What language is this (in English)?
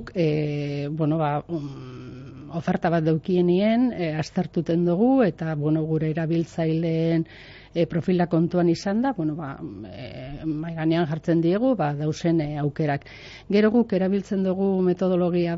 Basque